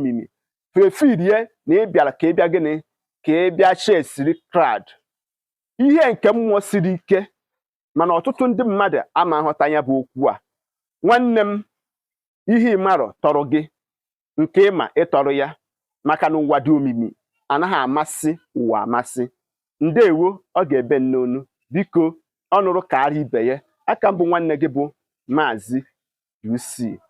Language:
Igbo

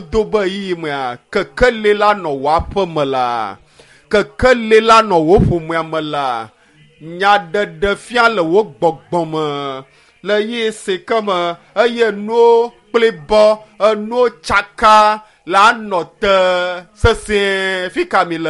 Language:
Ewe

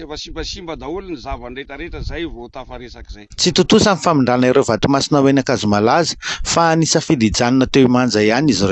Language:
Malagasy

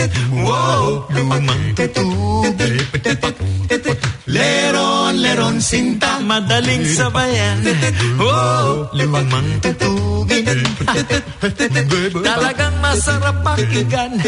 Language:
Filipino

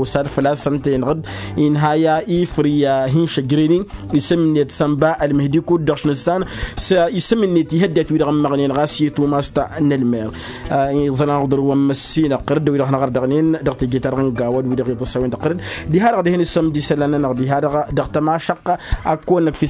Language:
Tamasheq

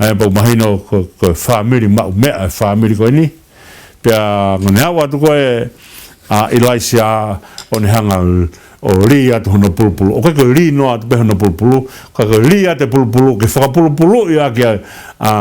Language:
Tongan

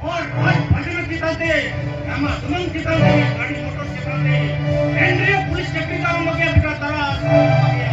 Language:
Santali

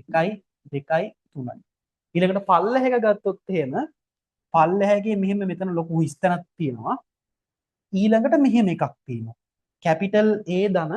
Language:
Sinhala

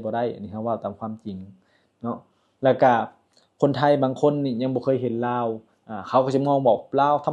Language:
Lao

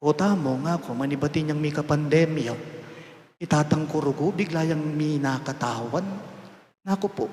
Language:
Pampanga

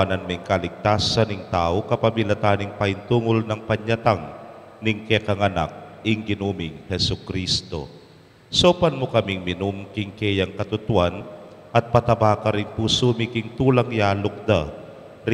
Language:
Pampanga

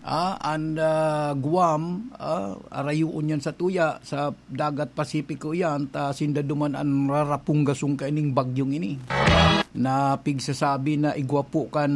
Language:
Bikol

